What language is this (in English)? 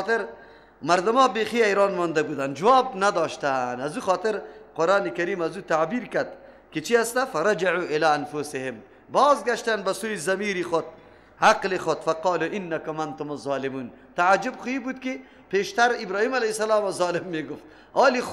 Persian